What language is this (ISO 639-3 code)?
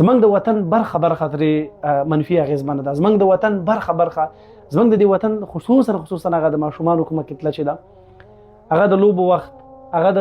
pus